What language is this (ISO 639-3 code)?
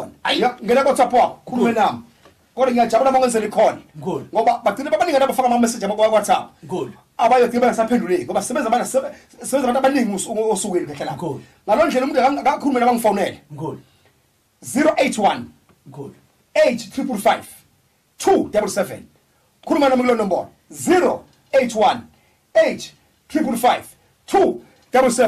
zul